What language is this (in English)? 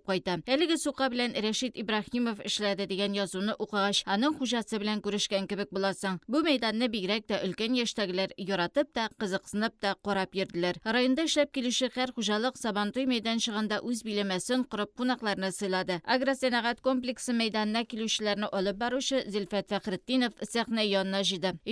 Tatar